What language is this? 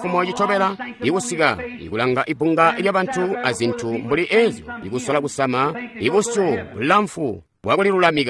Tonga (Zambia)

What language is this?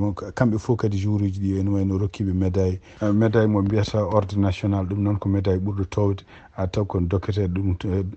Fula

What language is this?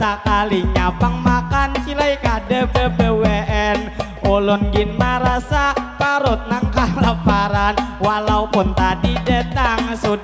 Banjar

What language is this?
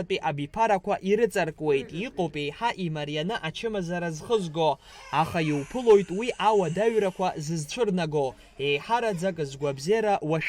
Abkhazian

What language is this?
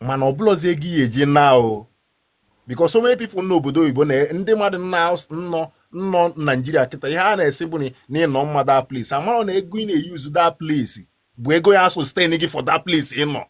Igbo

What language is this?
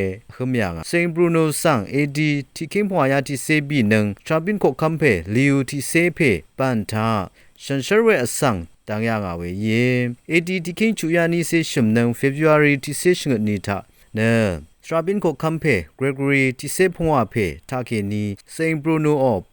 Rawang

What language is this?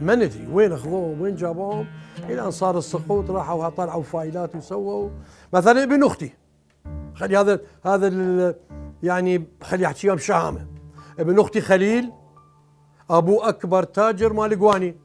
Mesopotamian Arabic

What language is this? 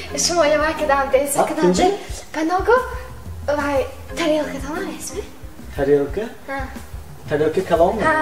Tajik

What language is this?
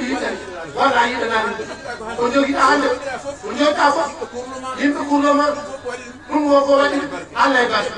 Fula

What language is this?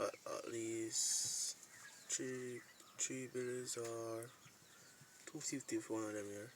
Jamaican Creole English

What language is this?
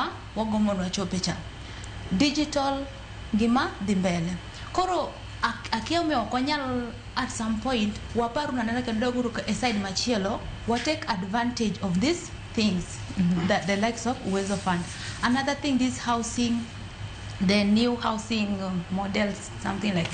Luo (Kenya and Tanzania)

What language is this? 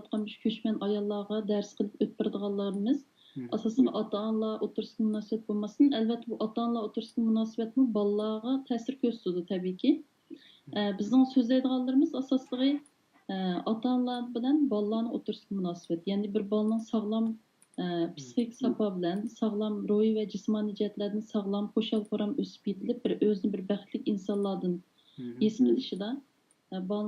Uyghur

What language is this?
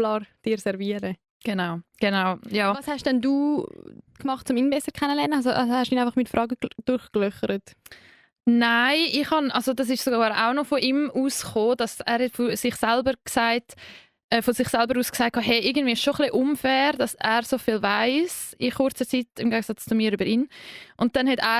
Swiss German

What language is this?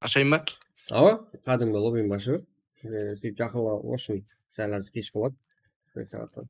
Kara-Kalpak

